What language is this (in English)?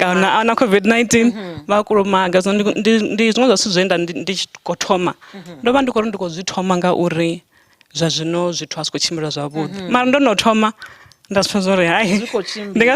Venda